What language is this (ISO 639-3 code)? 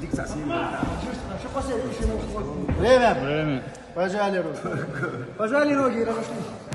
mkd